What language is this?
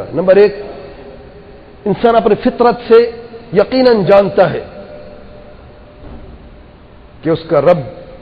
Urdu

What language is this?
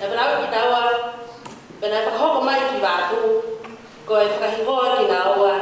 Tongan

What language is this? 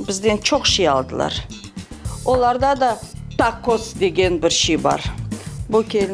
Crimean Tatar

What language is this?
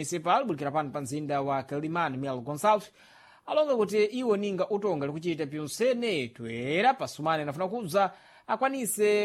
Sena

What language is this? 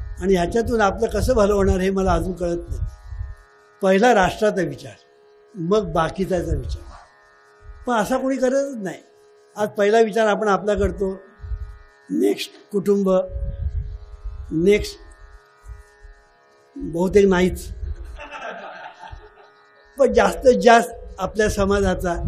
Marathi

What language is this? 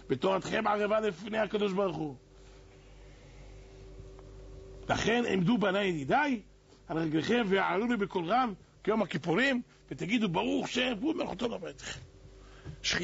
Hebrew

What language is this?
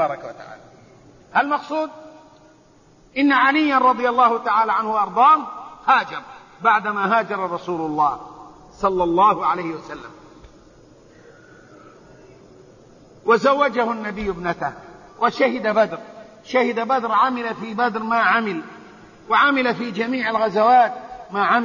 Arabic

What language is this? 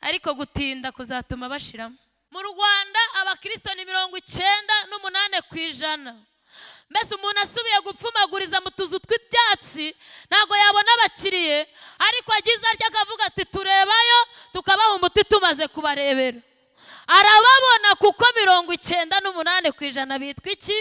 Kinyarwanda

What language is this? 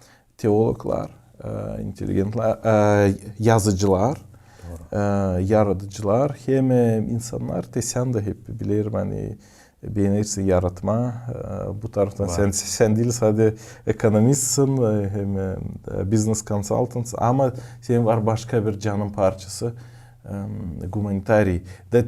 Gagauz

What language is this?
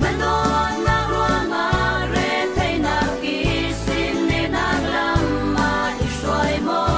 Falam Chin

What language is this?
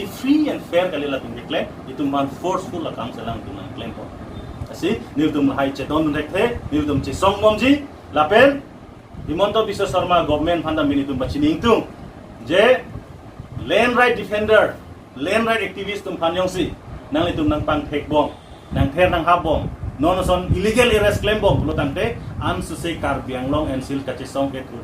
Karbi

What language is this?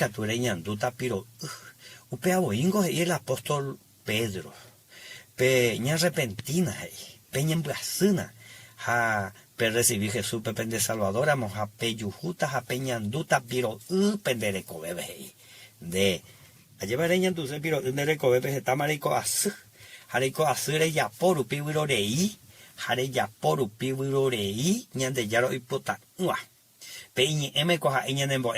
Guarani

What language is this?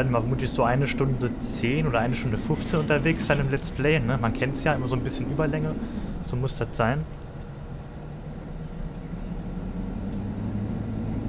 German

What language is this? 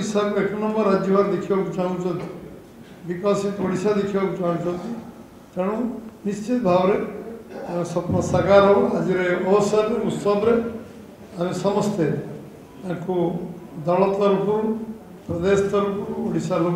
Odia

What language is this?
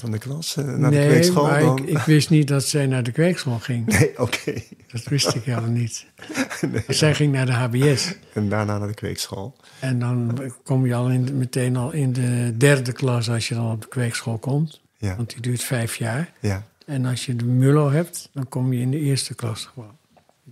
Dutch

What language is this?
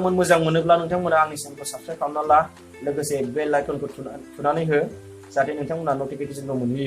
Bodo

